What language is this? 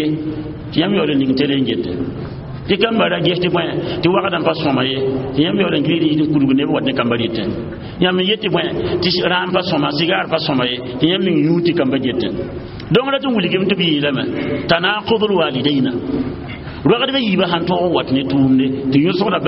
Mossi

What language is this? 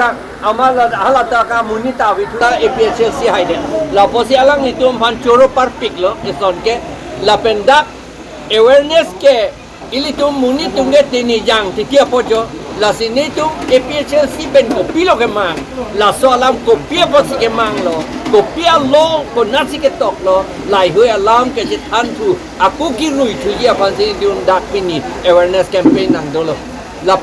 Karbi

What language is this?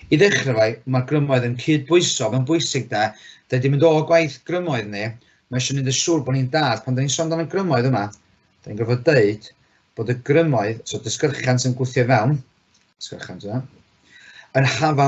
Welsh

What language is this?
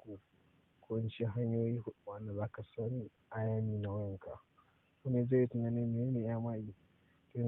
Hausa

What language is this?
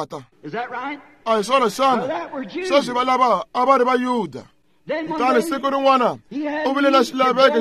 Tsonga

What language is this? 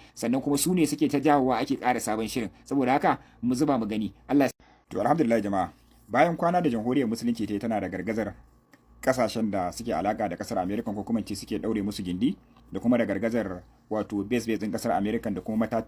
Hausa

